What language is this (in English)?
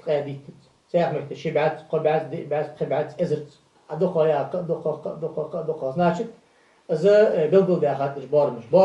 Ingush